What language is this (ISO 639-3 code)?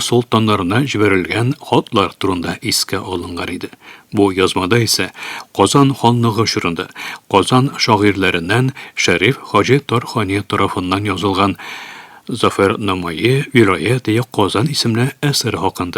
tat